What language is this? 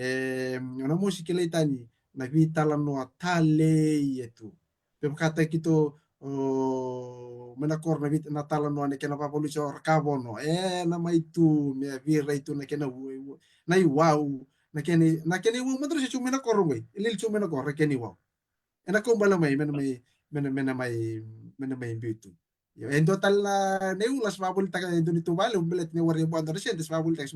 Fijian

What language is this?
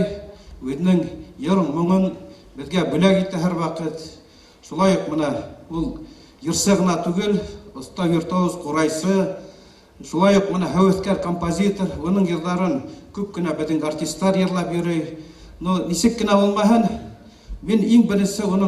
Bashkir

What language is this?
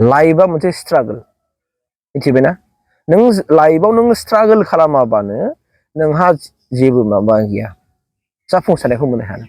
Bodo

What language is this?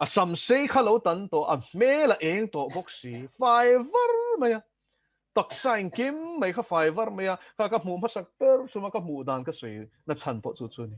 Mizo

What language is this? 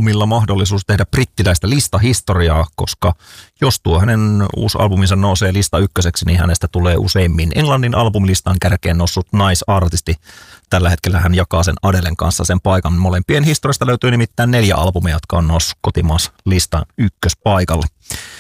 Finnish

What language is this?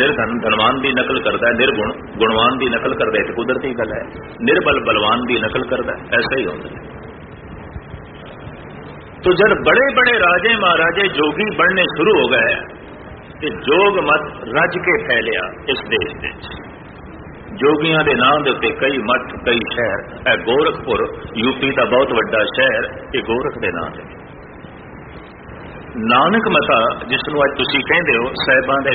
Punjabi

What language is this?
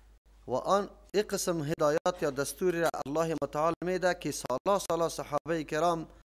Persian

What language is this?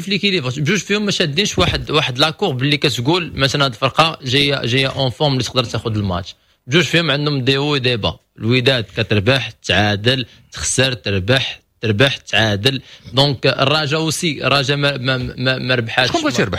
Moroccan Arabic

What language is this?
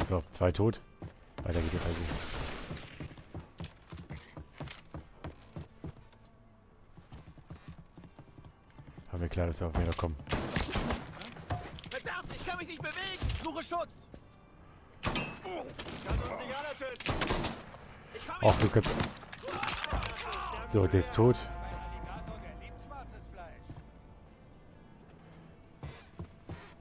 German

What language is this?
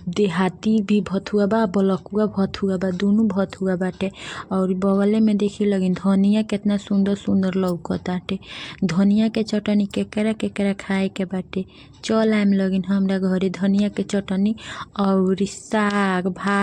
Bhojpuri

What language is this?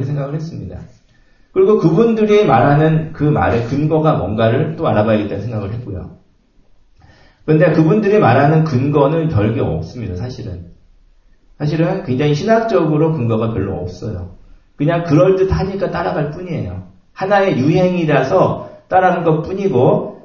Korean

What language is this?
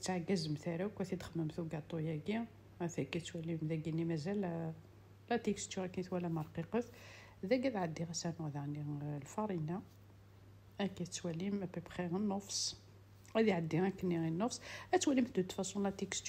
Kabyle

